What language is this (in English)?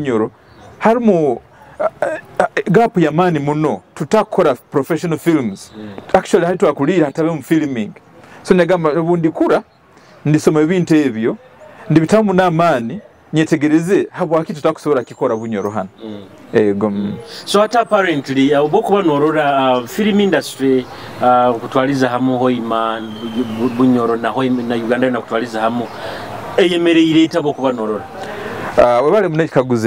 Nyoro